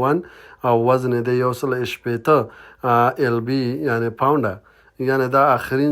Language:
Pashto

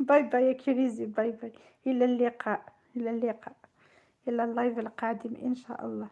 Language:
Algerian Arabic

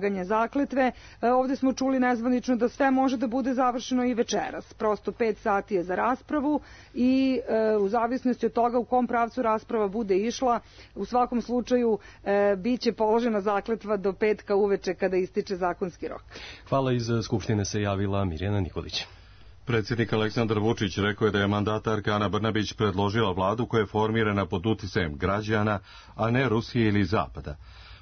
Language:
Serbian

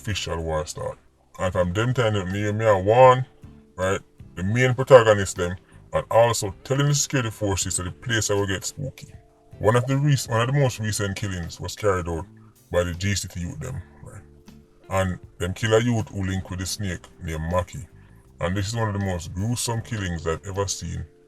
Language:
Jamaican Creole English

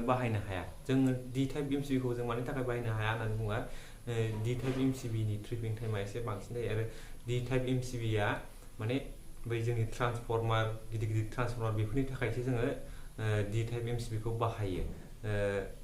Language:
Bodo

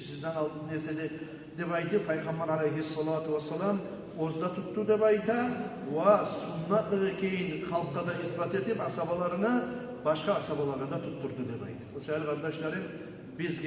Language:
Kumyk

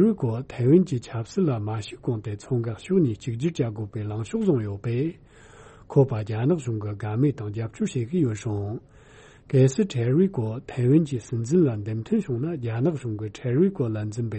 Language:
Tibetan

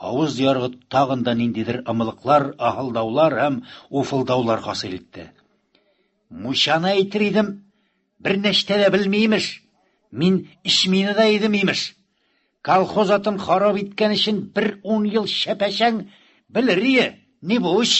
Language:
Tatar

